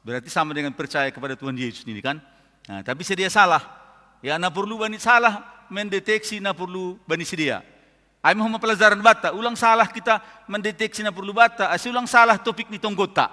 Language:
Batak Simalungun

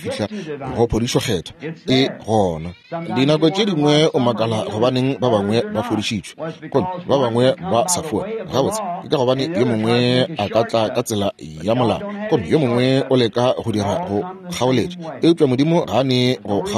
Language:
Northern Sotho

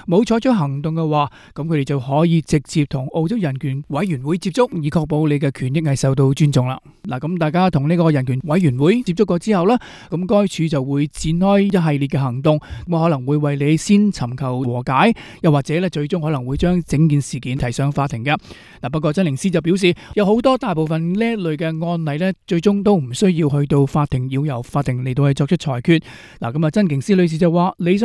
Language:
Cantonese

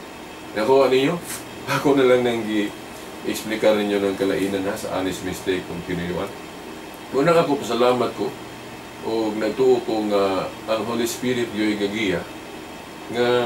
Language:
Cebuano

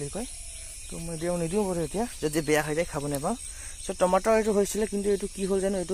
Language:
Assamese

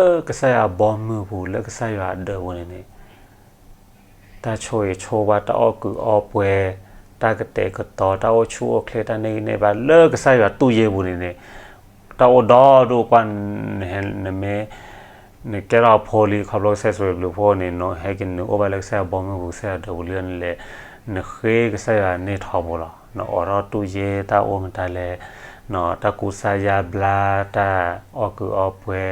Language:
S'gaw Karen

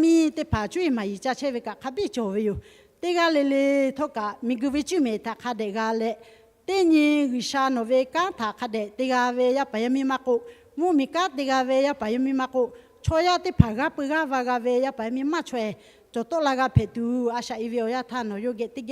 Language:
Lahu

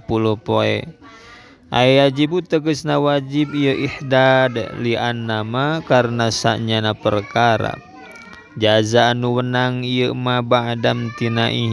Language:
Sundanese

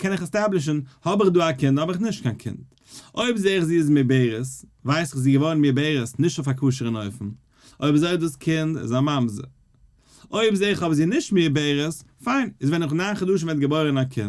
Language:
Yiddish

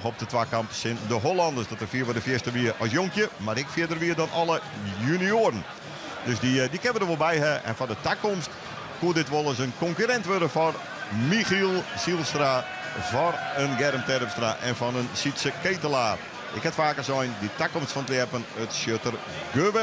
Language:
Western Frisian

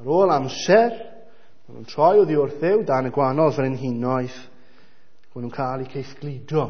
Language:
Welsh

